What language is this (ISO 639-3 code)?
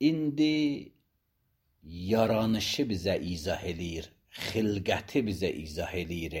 aze